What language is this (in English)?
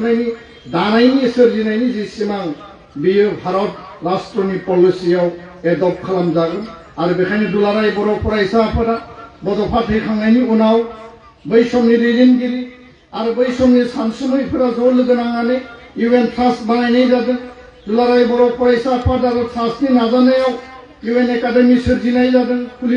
Bodo